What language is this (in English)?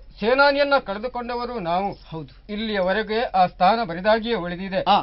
Kannada